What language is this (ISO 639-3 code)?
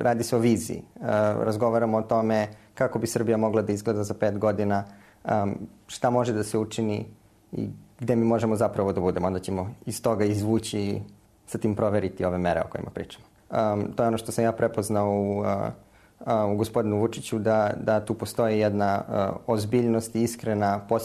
srp